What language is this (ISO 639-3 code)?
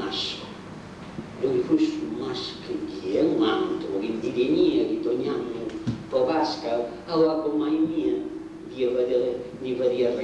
srd